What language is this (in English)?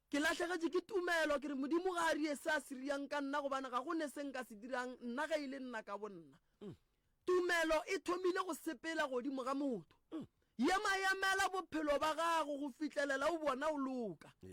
Northern Sotho